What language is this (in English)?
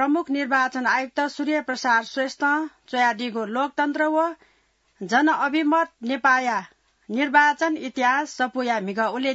Newari